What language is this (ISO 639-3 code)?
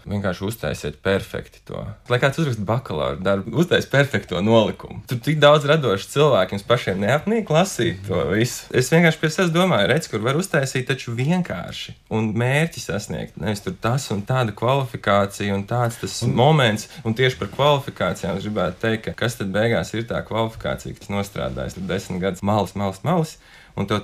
lav